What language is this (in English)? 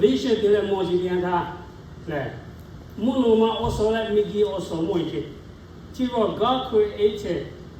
Lahu